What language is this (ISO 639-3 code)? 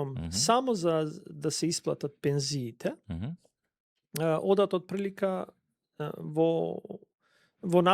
mkd